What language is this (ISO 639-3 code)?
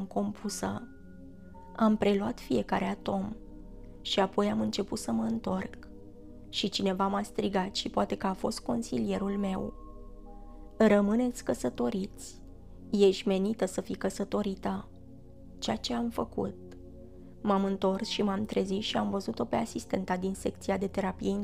ron